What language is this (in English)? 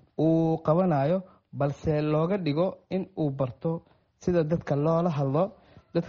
Somali